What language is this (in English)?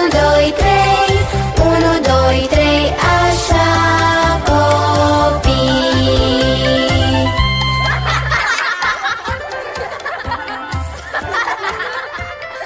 Romanian